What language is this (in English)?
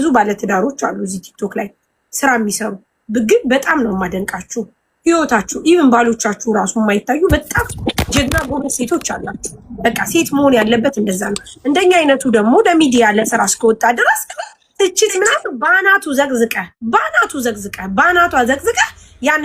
Amharic